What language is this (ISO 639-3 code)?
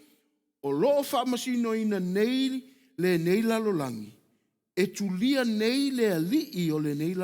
smo